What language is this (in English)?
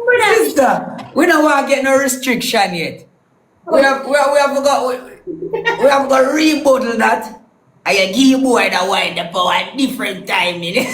Jamaican Creole English